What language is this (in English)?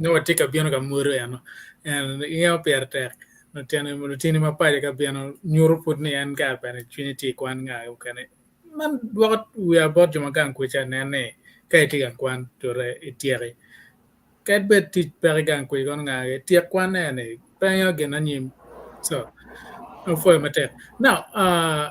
Acoli